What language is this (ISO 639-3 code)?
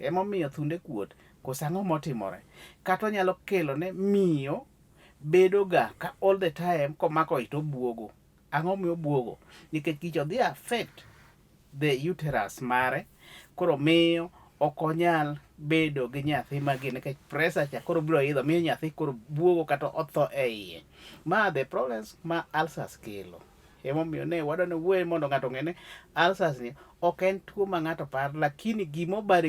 luo